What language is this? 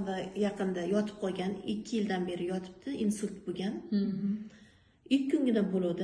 Uzbek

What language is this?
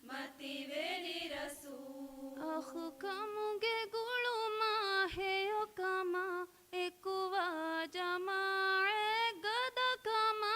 Divehi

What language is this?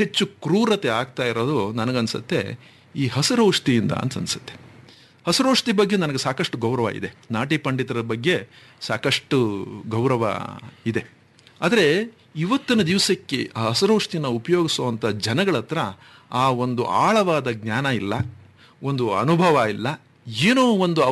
Kannada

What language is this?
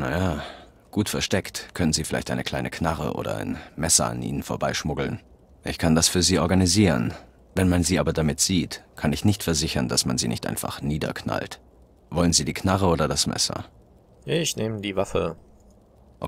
German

